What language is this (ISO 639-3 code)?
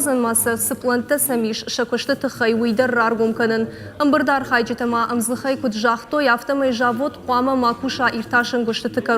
oss